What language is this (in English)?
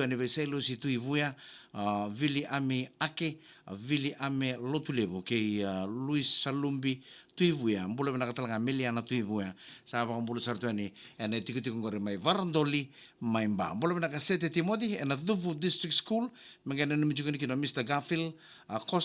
Fijian